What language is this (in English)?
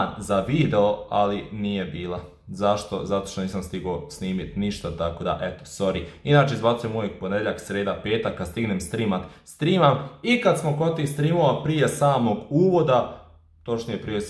Croatian